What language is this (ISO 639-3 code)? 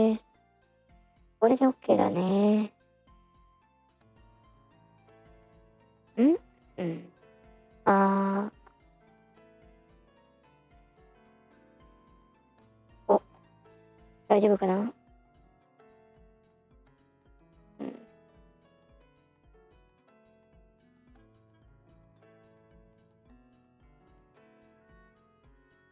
jpn